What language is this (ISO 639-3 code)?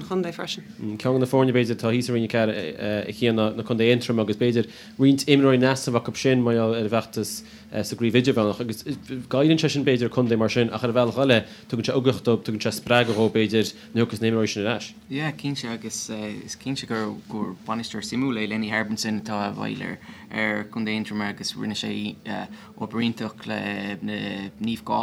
gle